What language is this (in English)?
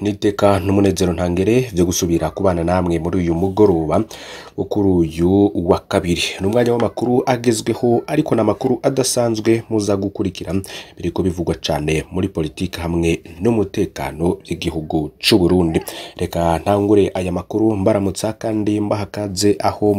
Rundi